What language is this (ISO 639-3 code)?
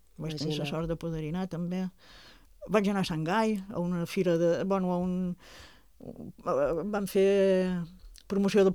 cat